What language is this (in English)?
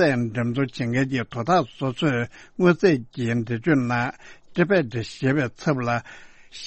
Tibetan